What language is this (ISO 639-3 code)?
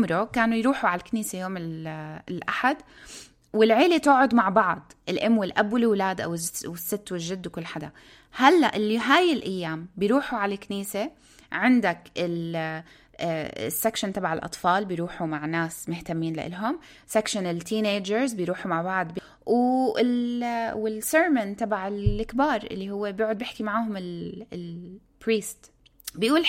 apc